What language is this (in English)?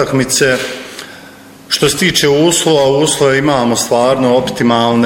Bosnian